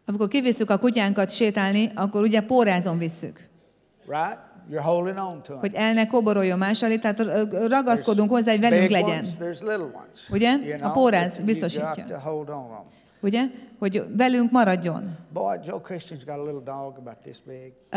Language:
Hungarian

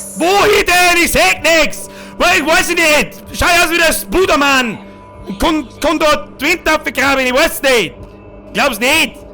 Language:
Bavarian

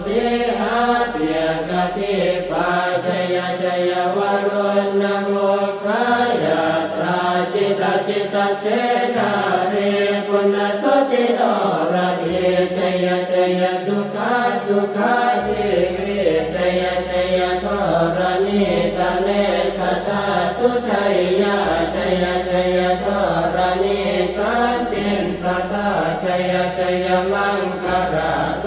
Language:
Pali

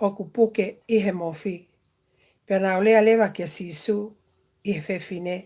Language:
Tongan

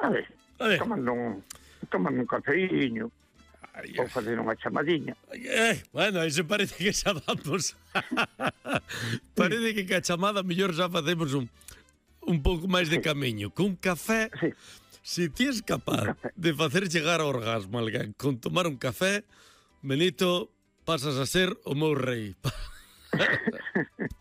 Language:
Galician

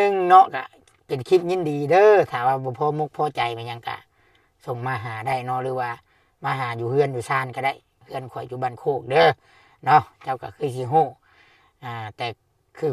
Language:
Lao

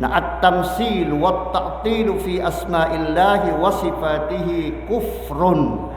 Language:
Maranao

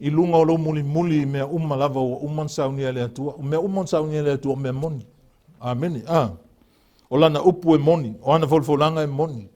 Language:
Samoan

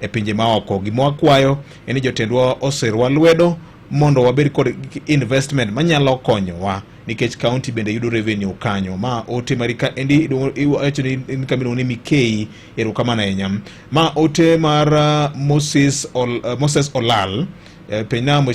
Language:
Luo (Kenya and Tanzania)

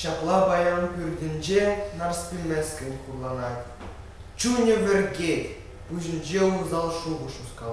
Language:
Chuvash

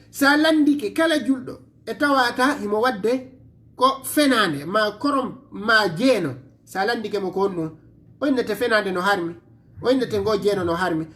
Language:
Fula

